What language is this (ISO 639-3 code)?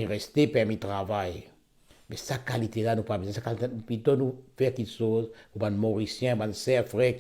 mfe